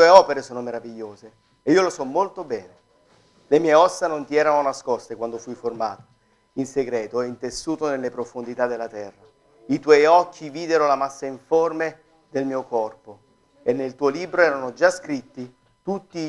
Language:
Italian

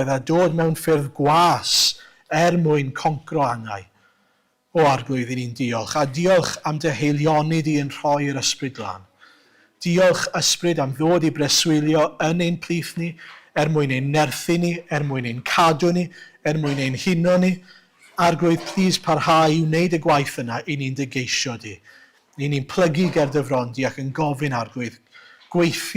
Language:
Welsh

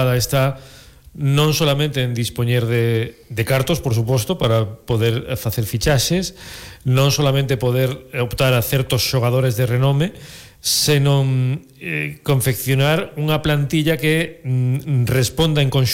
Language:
Galician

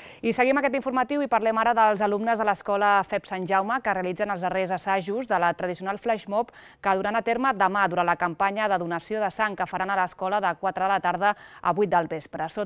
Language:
Catalan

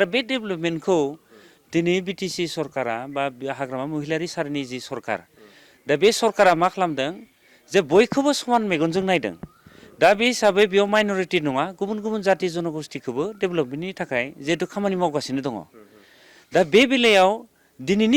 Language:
Bodo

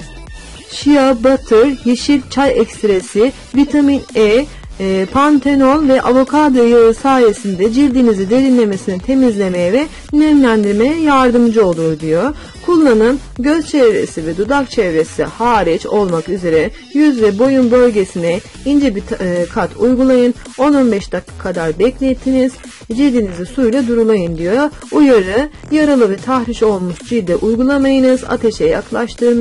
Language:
Turkish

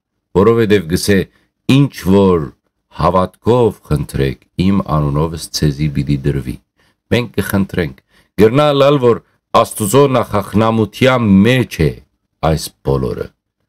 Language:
Western Armenian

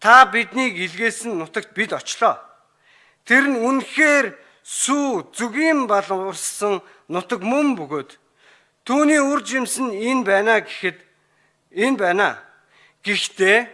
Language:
Mongolian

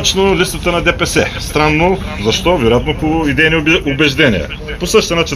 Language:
Bulgarian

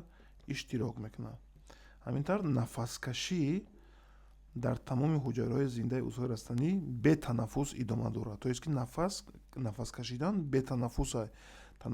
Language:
Tajik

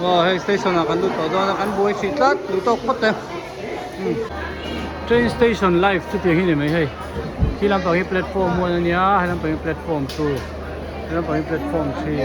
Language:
Hmar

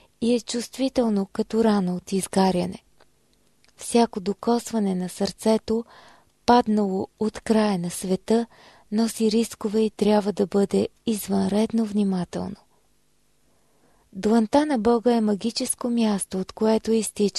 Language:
Bulgarian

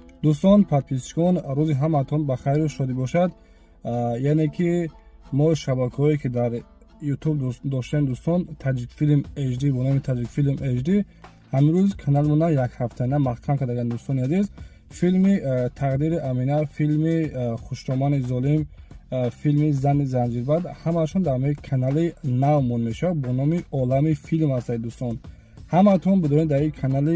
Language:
Tajik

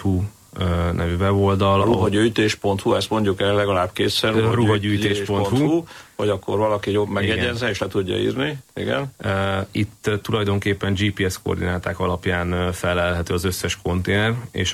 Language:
Hungarian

